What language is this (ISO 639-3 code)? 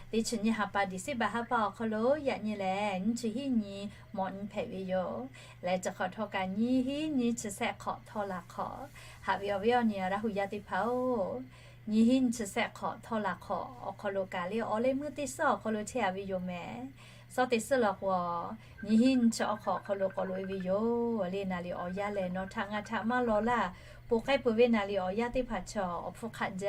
lhu